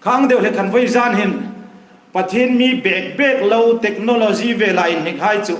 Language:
Hmar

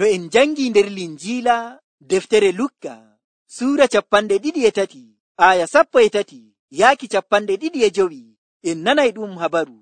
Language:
Nigerian Fulfulde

